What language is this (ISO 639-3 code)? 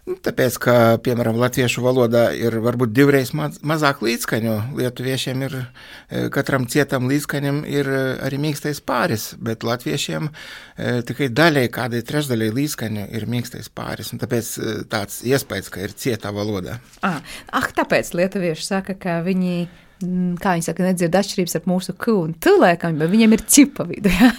lav